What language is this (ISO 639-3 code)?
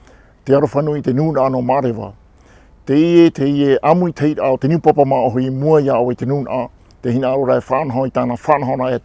tah